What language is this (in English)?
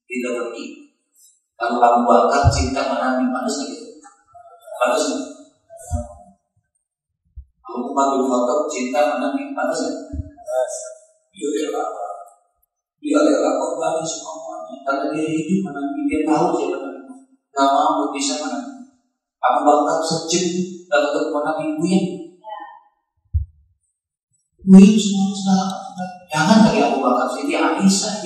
Indonesian